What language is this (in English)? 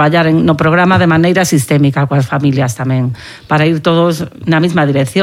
Galician